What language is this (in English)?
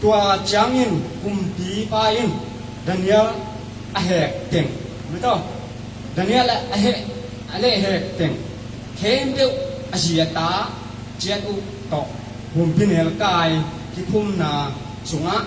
Tedim Chin